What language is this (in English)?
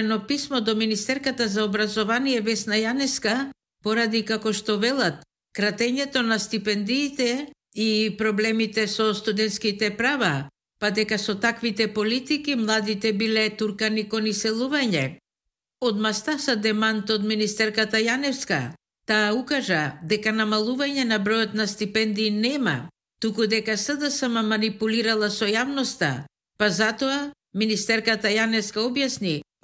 Macedonian